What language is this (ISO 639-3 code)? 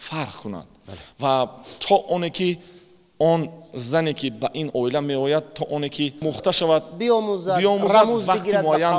tgk